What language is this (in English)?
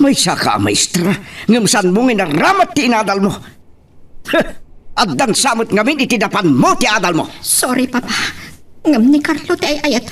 Iloko